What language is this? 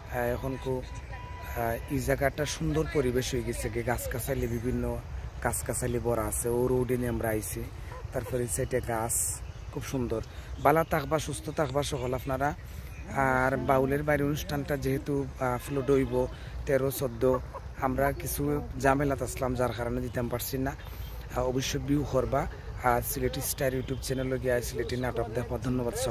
Sylheti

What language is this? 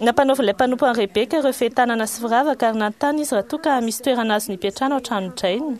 Malagasy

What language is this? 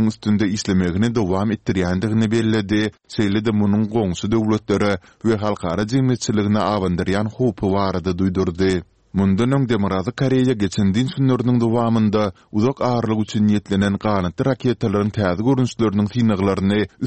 Turkmen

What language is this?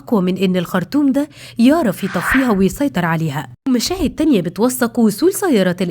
Egyptian Arabic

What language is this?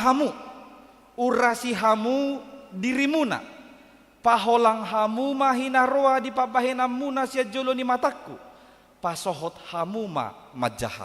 Batak Toba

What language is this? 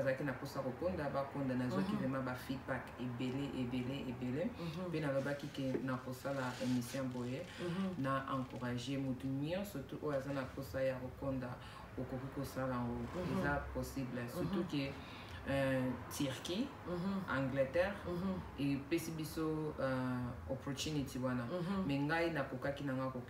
Lingala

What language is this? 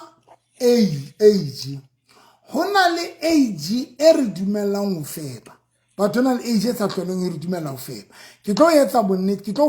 Southern Sotho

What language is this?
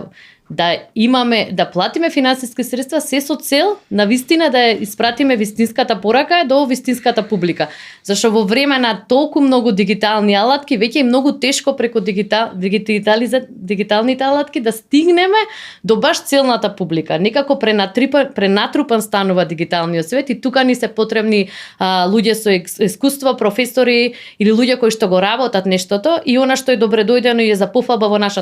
Macedonian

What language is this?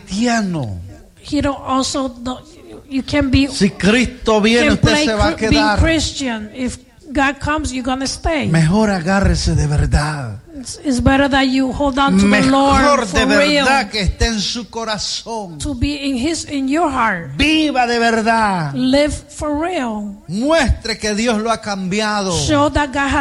Spanish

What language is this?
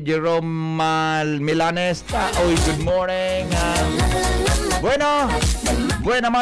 Bikol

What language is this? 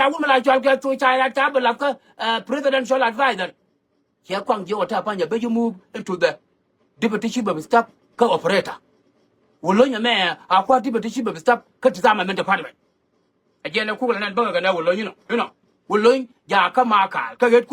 Nuer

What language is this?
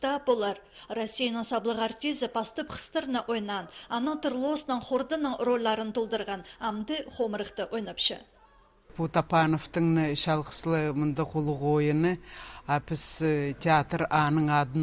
Khakas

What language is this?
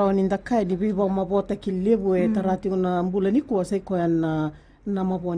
Fijian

